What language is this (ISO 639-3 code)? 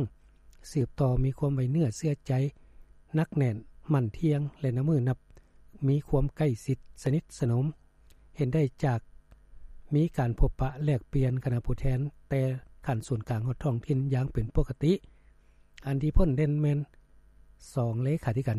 lao